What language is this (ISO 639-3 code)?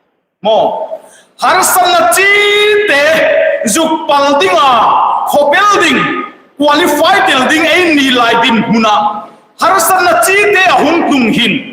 hmr